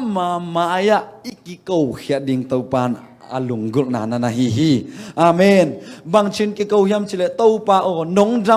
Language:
Tedim Chin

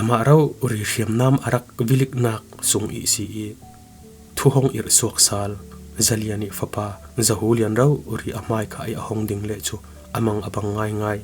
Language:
Falam Chin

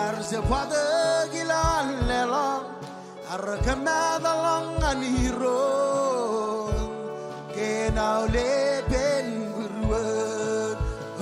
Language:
Marshallese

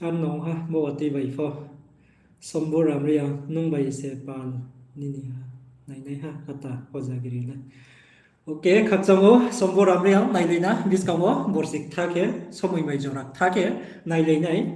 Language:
Riang (India)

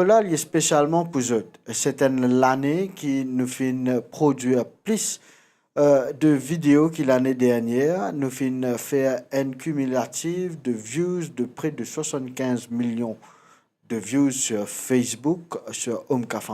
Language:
Morisyen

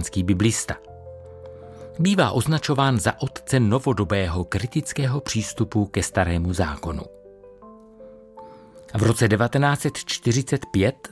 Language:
Czech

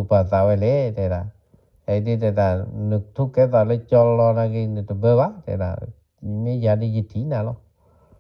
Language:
S'gaw Karen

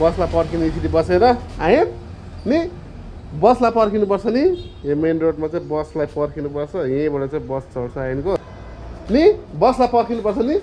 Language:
Nepali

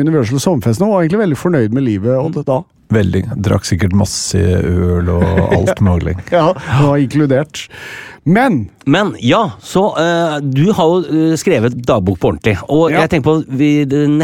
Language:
Norwegian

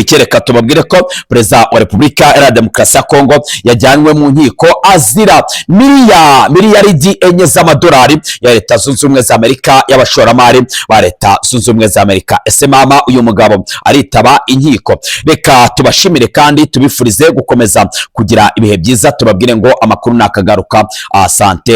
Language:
Kinyarwanda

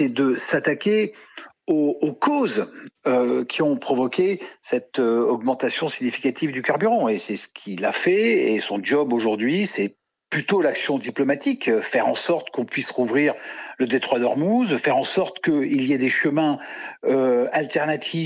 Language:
French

